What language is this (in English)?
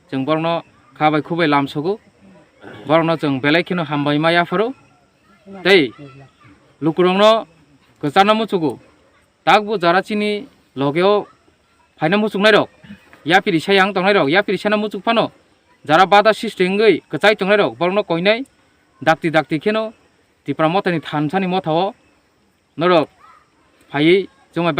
Kok Borok